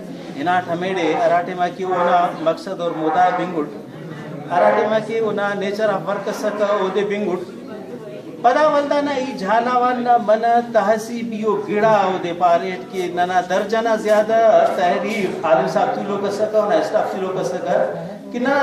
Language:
Brahui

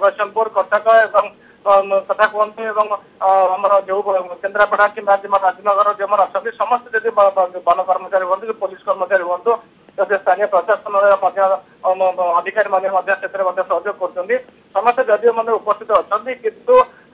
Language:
Odia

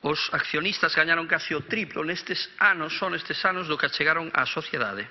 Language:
Galician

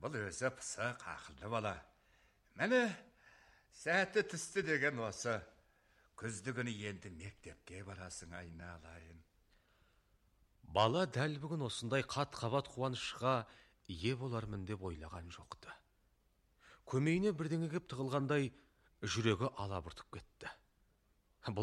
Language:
Kazakh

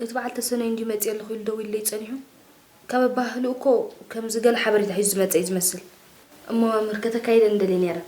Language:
Tigrinya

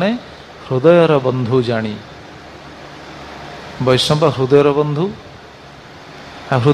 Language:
Odia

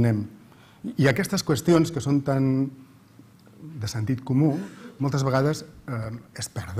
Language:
Catalan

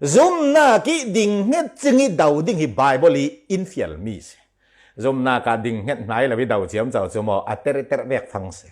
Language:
Falam Chin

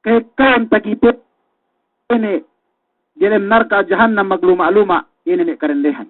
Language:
Yakan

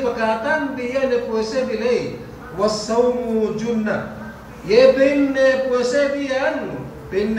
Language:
Yakan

